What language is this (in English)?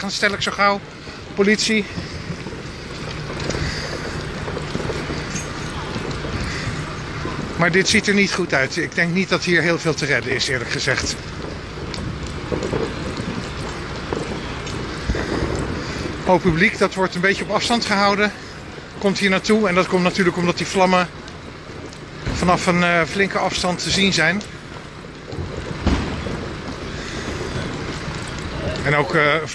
Dutch